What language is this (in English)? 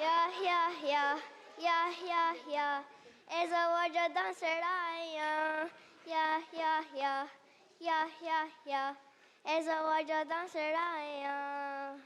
Mohawk